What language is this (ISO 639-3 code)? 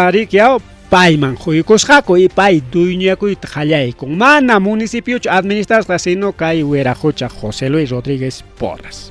quy